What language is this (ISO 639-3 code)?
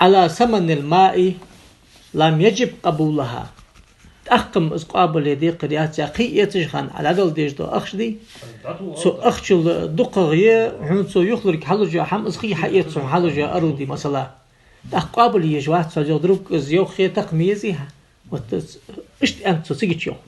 inh